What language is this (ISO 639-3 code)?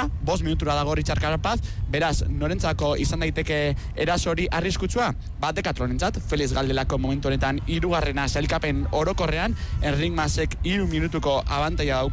eus